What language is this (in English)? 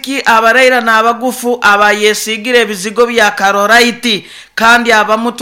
Nyoro